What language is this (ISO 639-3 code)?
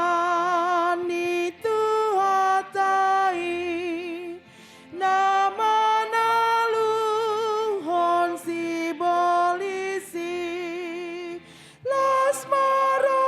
bbc